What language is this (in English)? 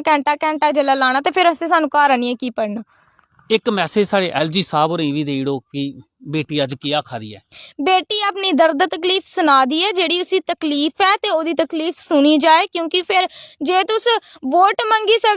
Dogri